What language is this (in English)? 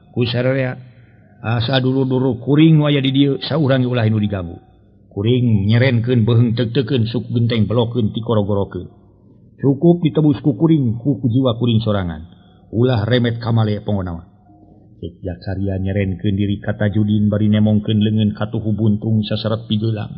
Sundanese